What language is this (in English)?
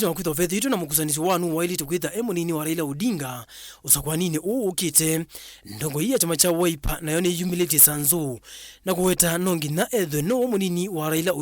Kamba